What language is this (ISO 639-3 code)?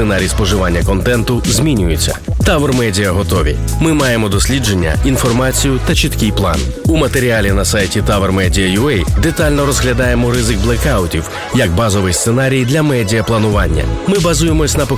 ukr